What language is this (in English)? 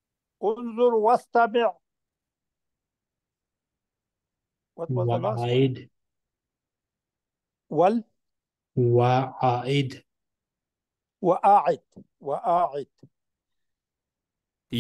Arabic